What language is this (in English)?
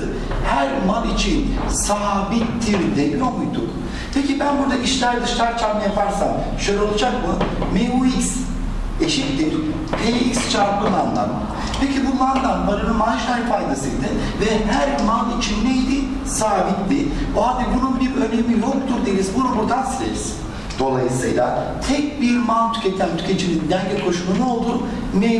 Turkish